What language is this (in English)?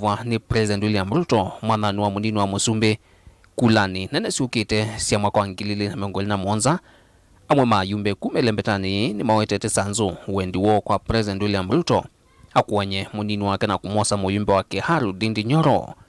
Kamba